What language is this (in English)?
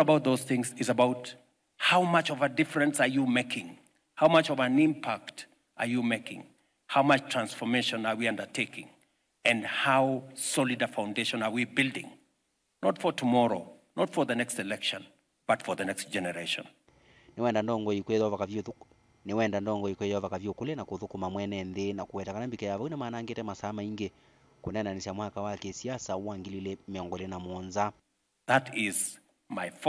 Kamba